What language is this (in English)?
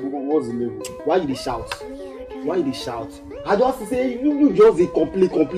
Nigerian Pidgin